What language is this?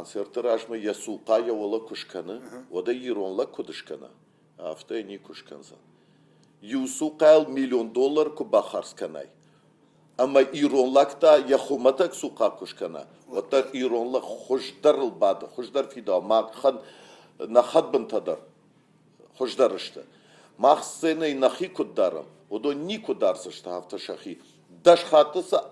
Ossetic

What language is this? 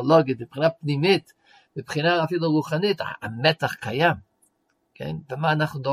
Hebrew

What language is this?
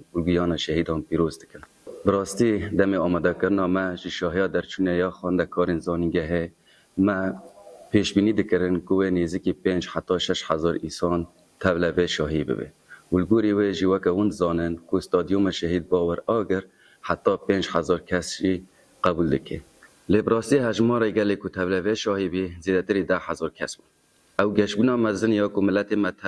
Kurdish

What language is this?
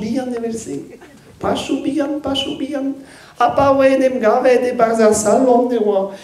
Breton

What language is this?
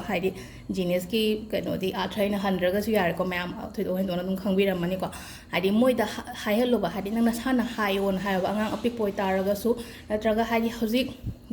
Manipuri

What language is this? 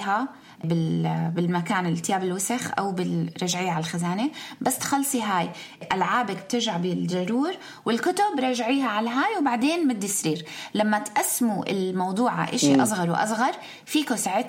North Levantine Arabic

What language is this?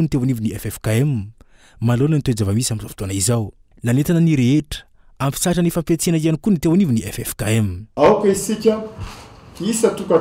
Malagasy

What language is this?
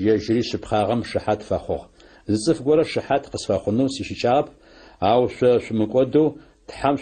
Adyghe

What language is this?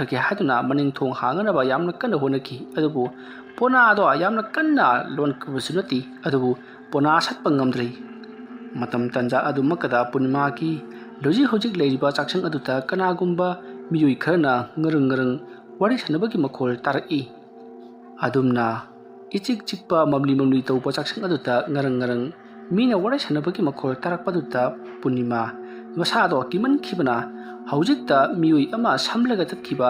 Manipuri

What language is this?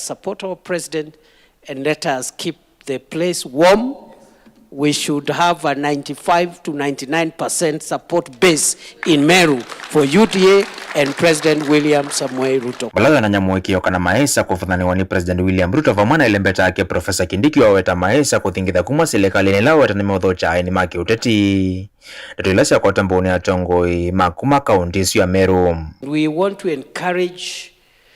Kamba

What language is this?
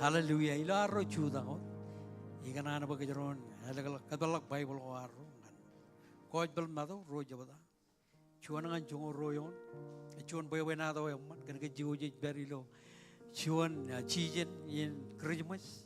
Marshallese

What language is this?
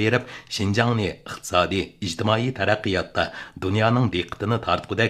Uyghur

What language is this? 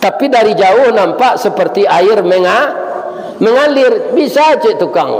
Minangkabau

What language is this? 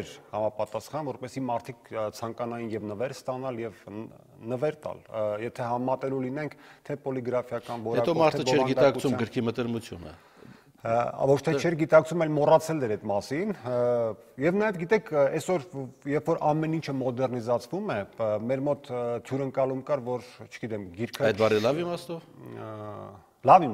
Armenian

